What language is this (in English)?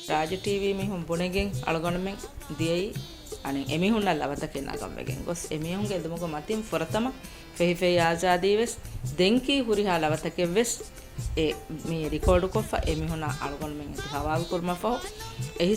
Divehi